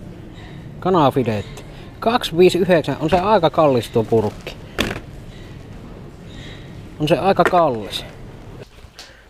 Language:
Finnish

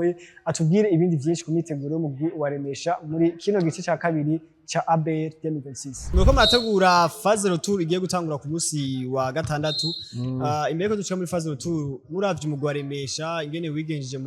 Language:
Rundi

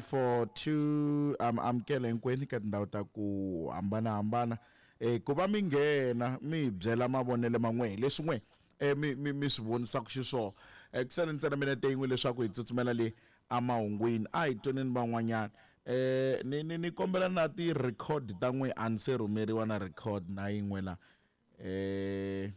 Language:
Tsonga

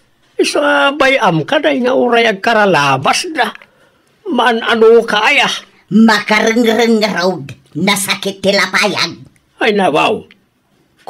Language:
Iloko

